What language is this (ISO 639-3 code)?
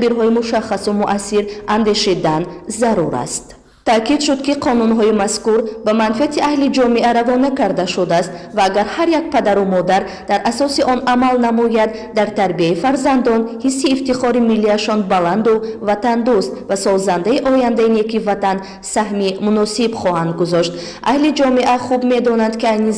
tgk